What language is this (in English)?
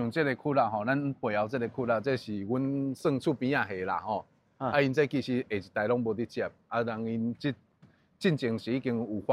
Min Nan Chinese